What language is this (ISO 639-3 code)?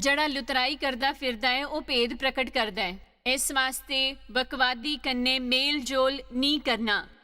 doi